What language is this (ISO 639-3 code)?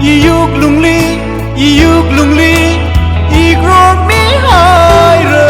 nmf